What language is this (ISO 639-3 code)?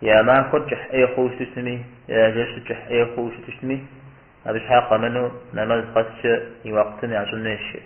kbd